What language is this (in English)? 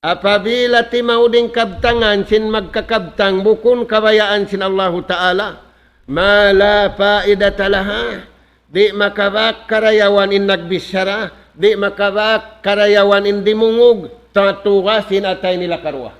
Tausug